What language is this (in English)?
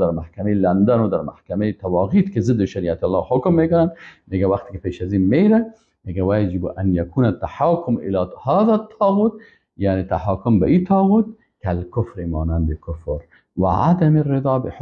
Persian